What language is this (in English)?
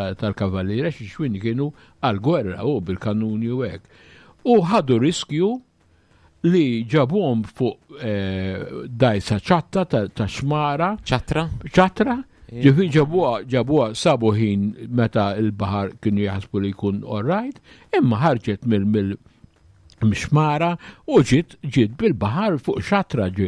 Maltese